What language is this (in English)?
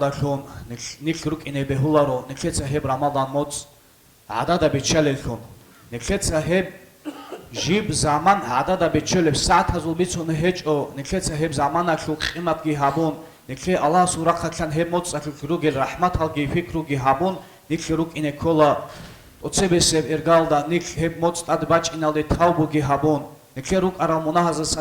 Avaric